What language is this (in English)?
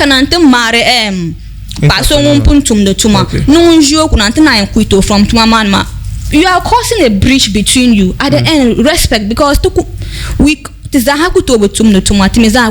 Dagbani